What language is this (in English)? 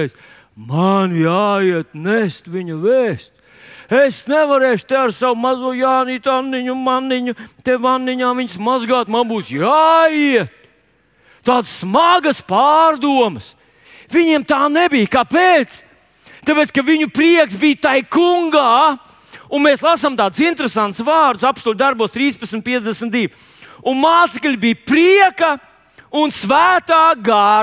Latvian